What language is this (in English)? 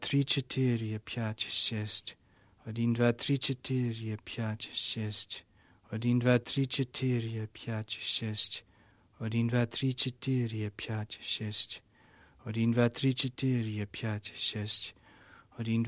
Russian